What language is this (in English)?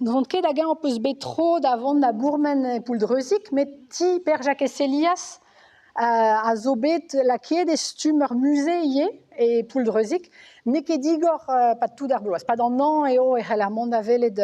Breton